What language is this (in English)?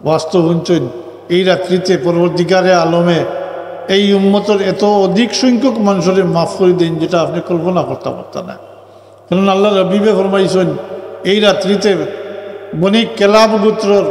Sylheti